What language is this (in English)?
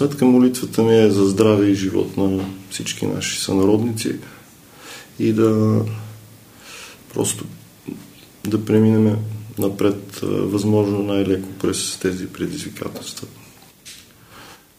Bulgarian